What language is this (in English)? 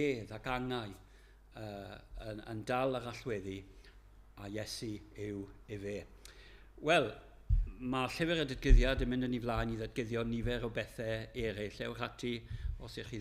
Welsh